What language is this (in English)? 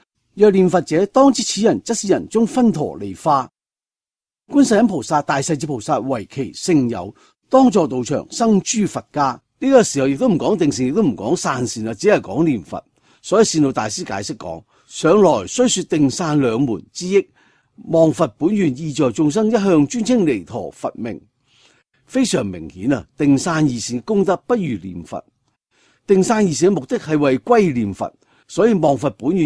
Cantonese